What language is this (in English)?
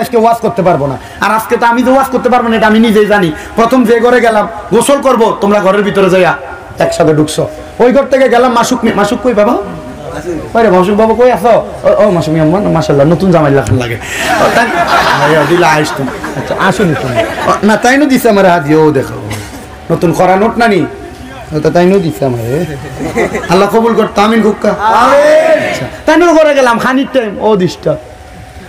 Bangla